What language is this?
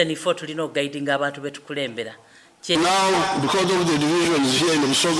Soga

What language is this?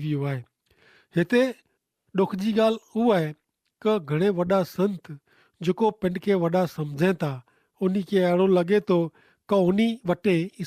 Kachhi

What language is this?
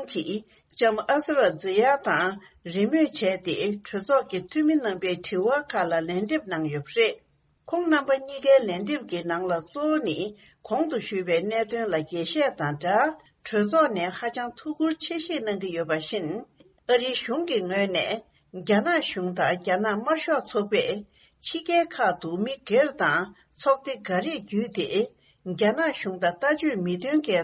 Tibetan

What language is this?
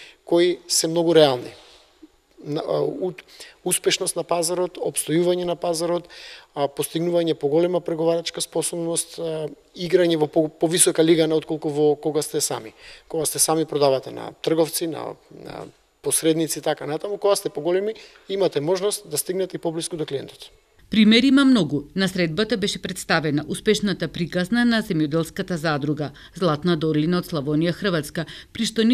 Macedonian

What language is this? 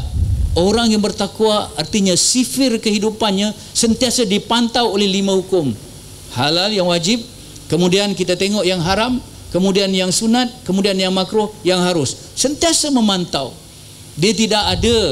Malay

